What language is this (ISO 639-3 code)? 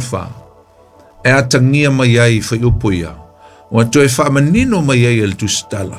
smo